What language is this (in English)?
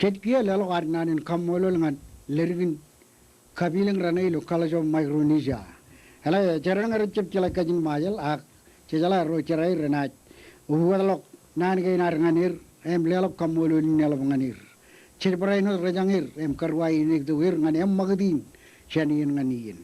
Marshallese